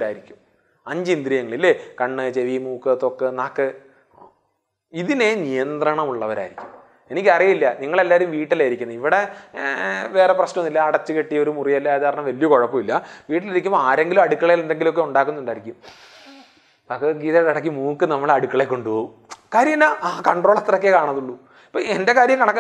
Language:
Malayalam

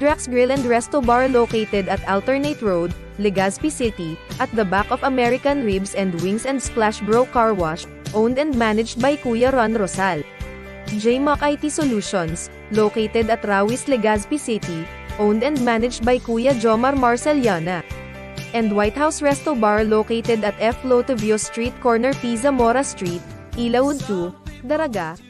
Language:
Bikol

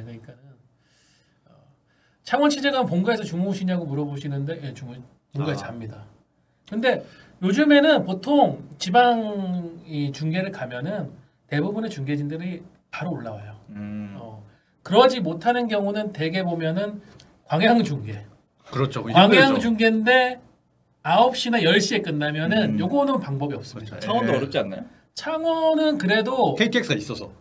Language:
Korean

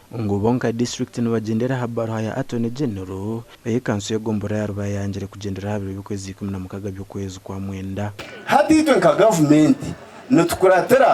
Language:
Nyankole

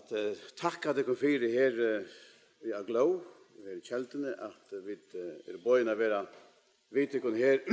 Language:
Faroese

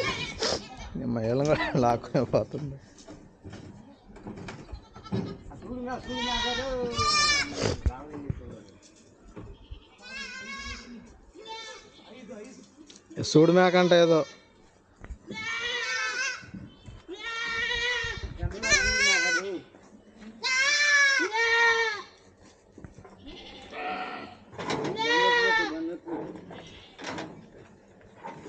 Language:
Telugu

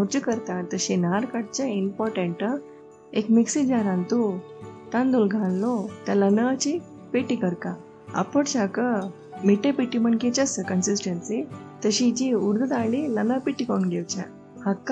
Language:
Konkani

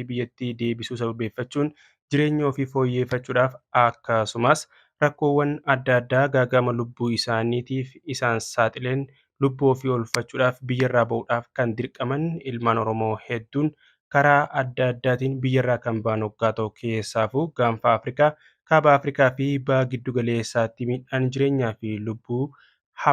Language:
Oromo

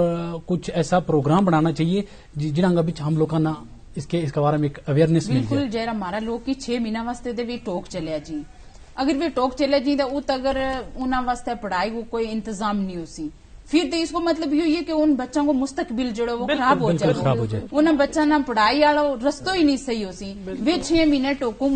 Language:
Gujari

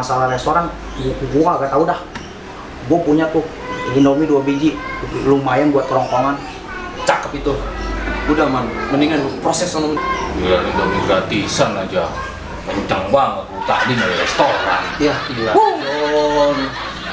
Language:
Betawi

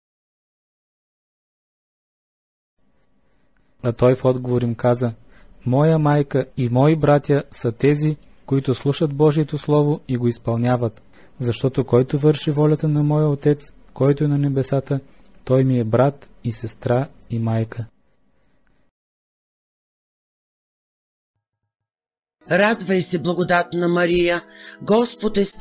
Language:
Bulgarian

